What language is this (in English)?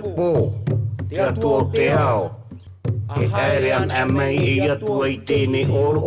Tahitian